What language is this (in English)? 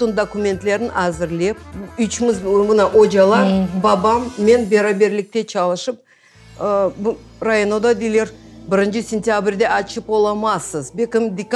Crimean Tatar